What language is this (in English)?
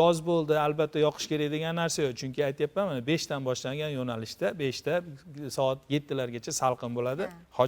Uzbek